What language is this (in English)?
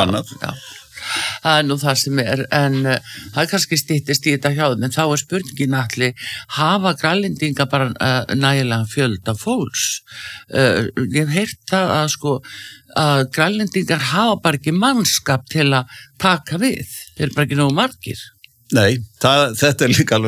Icelandic